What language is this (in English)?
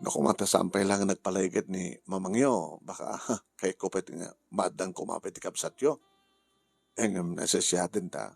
Iloko